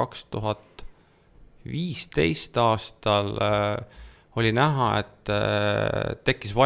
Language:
Estonian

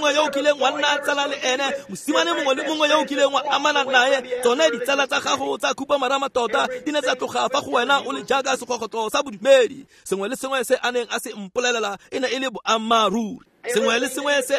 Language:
Tswana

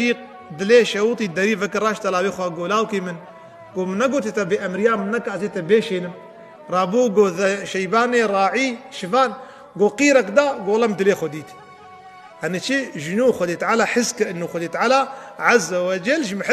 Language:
Kurdish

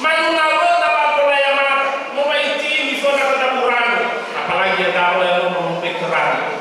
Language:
Nias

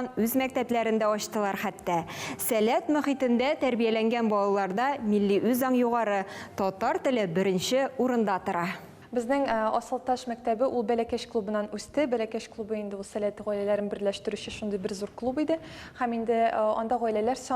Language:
Tatar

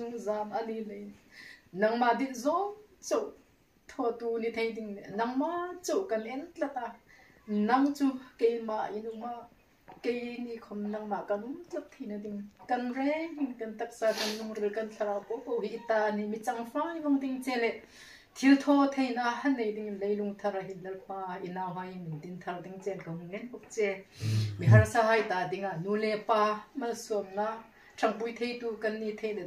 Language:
Hmar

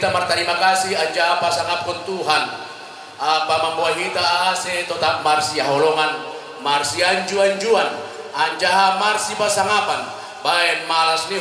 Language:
Batak Simalungun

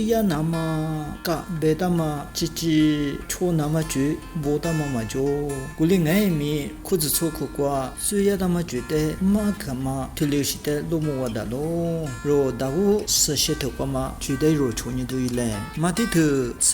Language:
Lisu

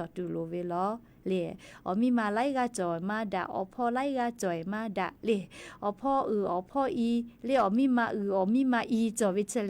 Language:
Lahu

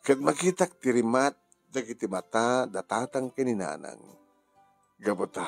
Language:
Iloko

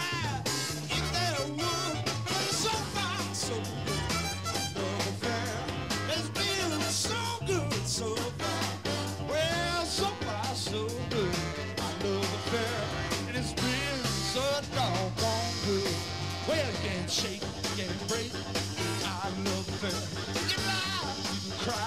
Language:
English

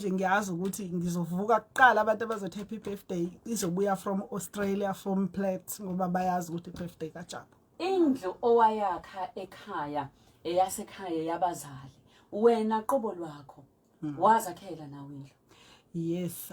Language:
Zulu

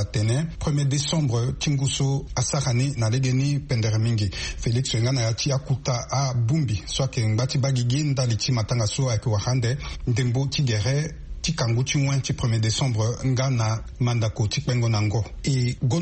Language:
Sango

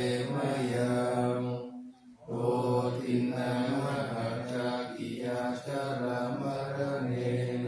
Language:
Pali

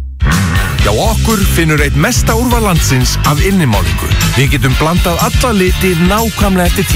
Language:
Icelandic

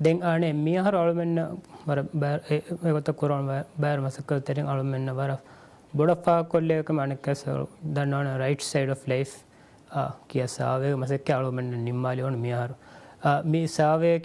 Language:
Divehi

